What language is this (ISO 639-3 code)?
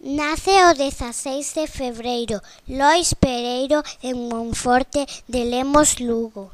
glg